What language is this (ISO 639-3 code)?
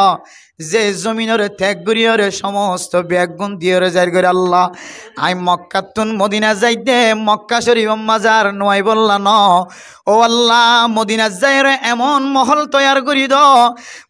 rhg